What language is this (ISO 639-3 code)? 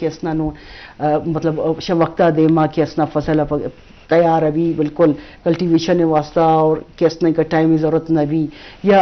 bgp